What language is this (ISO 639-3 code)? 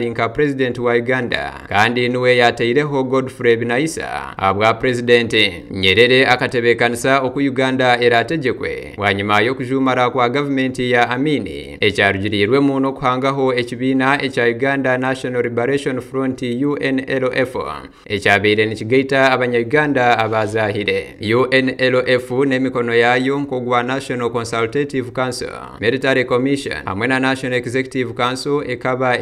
nyn